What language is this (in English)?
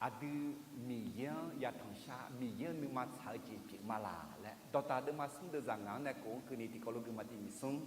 Akha